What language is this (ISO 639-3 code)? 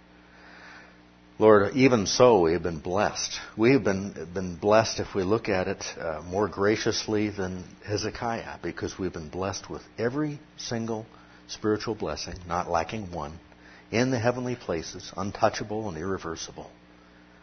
eng